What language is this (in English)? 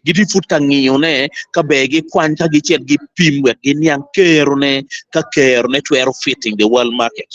Acoli